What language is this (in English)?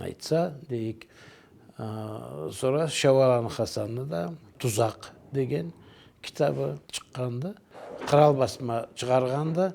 Karachay-Balkar